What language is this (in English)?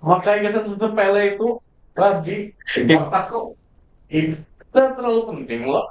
Banjar